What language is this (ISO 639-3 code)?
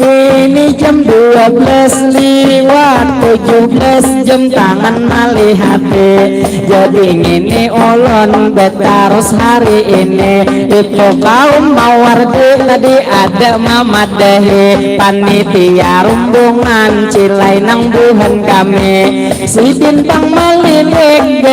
bjn